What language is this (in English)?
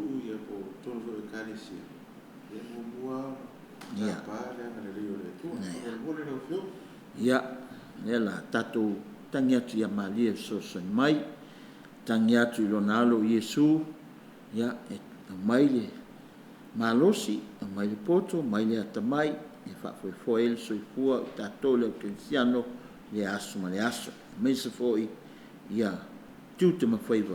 Samoan